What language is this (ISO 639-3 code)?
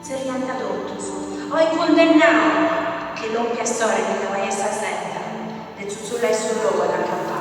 srd